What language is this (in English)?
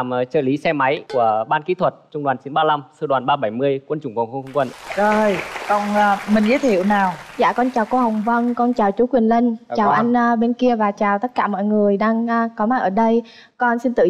Vietnamese